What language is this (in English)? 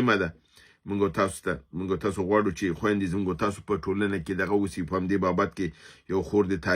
Pashto